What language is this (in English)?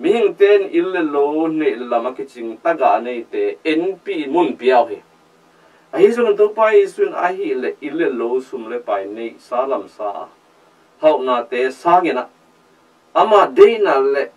Tedim Chin